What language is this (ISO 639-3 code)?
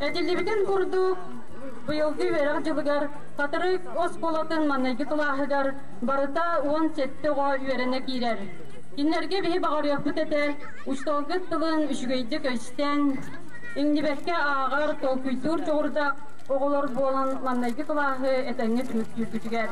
sah